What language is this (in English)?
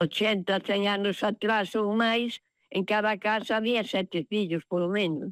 Galician